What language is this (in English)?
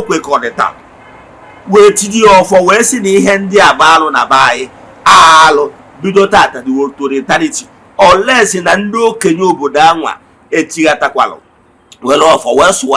Igbo